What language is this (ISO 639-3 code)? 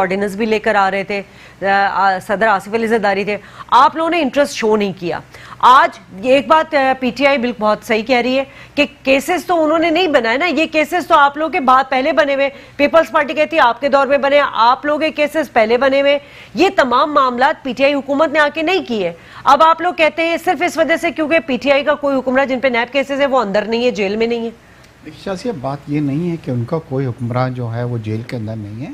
urd